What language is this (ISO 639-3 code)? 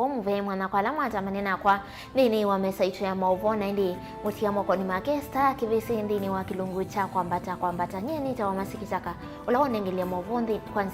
kam